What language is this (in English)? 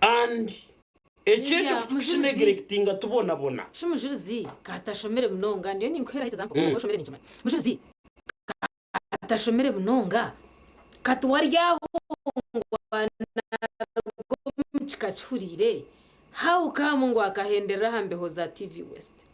Nyankole